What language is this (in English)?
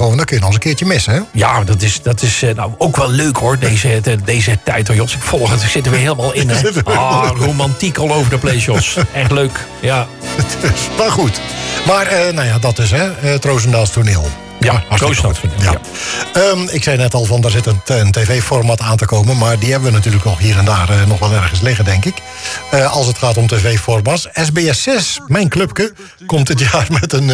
Dutch